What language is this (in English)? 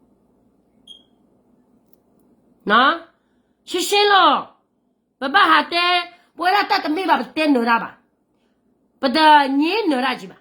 S'gaw Karen